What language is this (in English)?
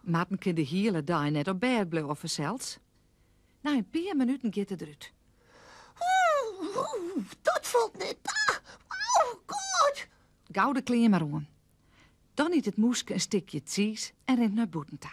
Western Frisian